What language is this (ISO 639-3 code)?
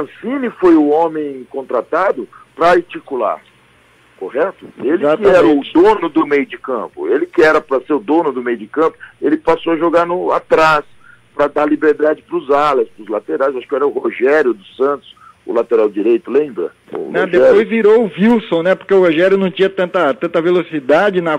por